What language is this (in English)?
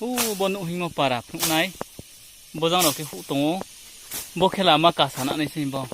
Riang (India)